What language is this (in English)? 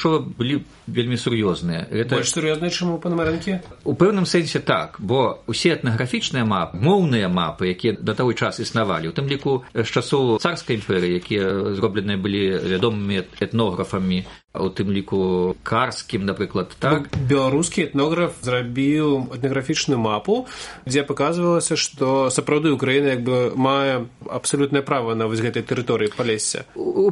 Belarusian